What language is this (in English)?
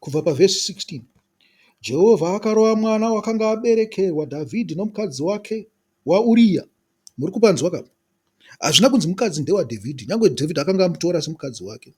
Shona